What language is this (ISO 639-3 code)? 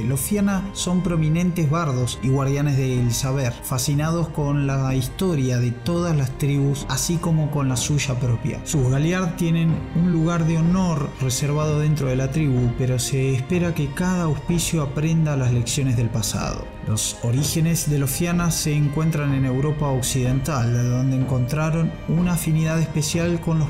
spa